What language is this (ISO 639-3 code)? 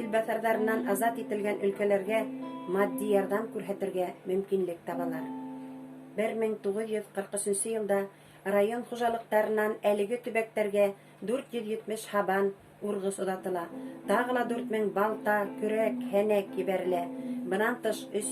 bak